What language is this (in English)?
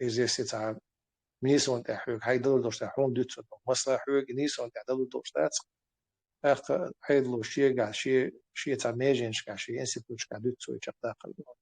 Chechen